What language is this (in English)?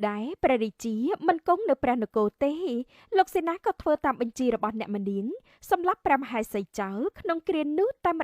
Khmer